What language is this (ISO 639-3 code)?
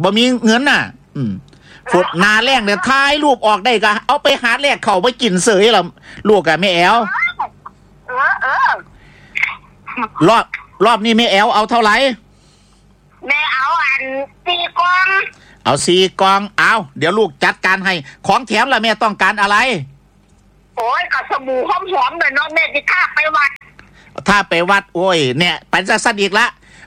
tts